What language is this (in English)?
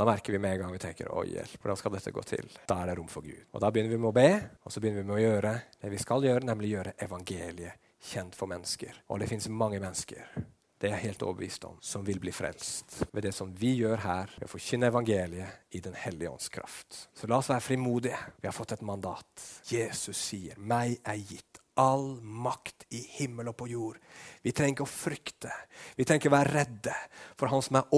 Norwegian